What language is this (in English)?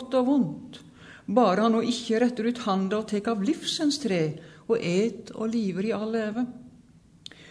Norwegian